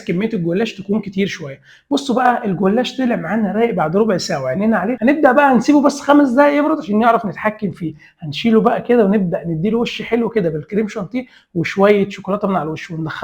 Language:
Egyptian Arabic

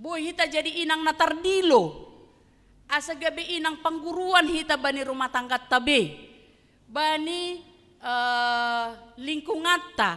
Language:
Batak Simalungun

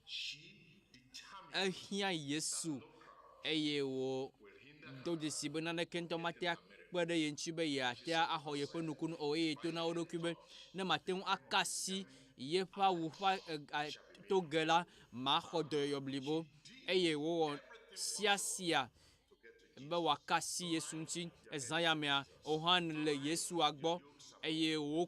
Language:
Ewe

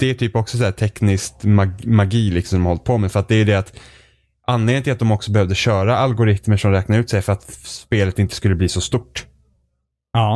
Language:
Swedish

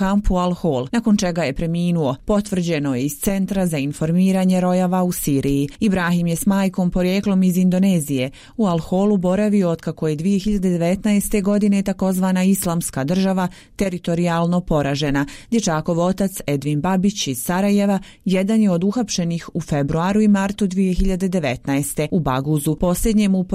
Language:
Bosnian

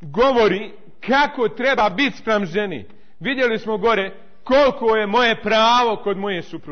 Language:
Bosnian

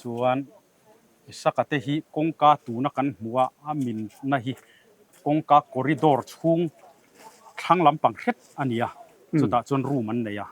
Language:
Mizo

